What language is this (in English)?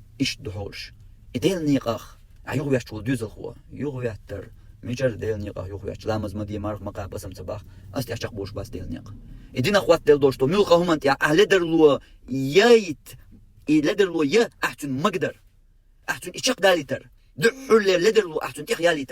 Chechen